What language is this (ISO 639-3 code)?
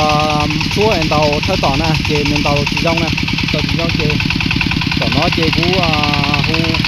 hmn